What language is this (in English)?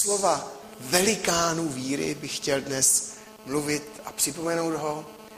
Czech